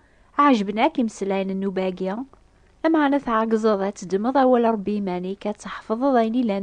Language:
Kabyle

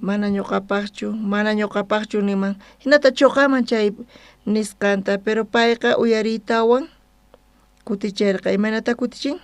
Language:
South Bolivian Quechua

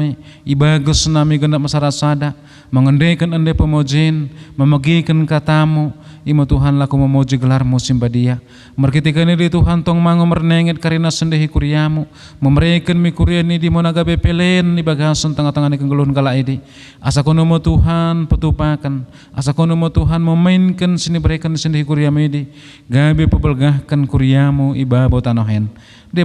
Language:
Batak Dairi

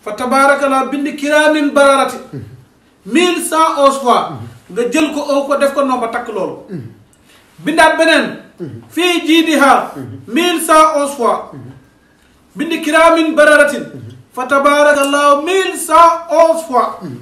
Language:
Wolof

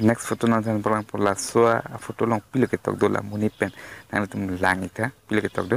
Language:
Karbi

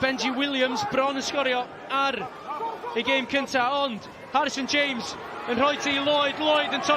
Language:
Welsh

